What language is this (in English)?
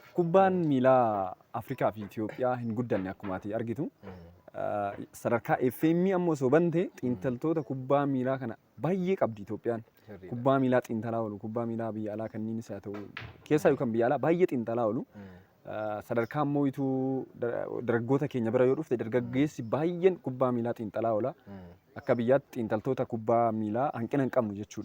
Oromo